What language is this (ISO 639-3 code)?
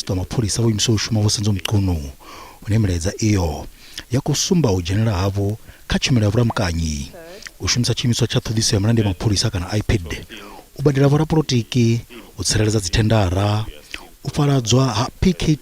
ven